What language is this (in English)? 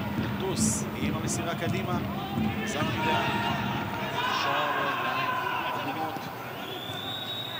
Hebrew